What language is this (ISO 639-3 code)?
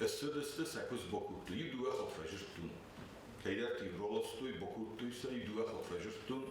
oss